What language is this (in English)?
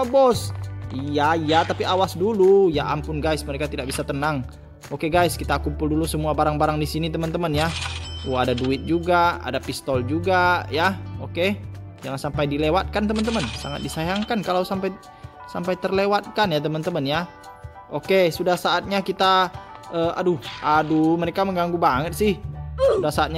Indonesian